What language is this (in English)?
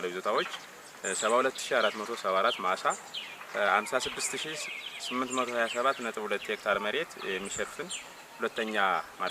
Amharic